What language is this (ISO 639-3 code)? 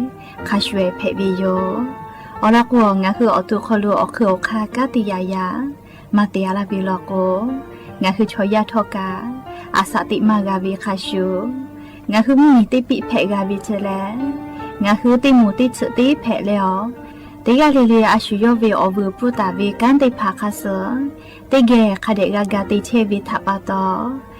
lhu